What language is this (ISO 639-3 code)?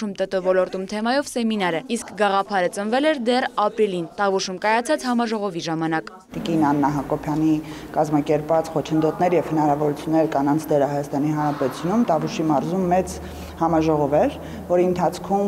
hye